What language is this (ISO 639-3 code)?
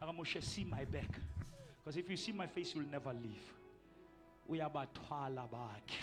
sot